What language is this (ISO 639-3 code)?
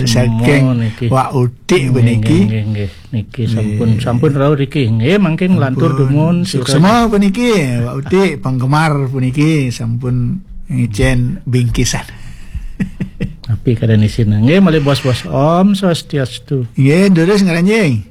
ban